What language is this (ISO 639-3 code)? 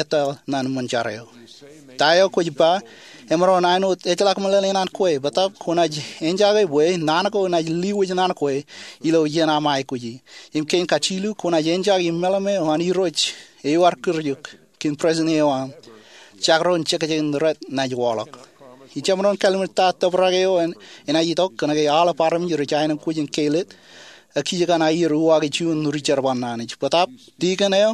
mah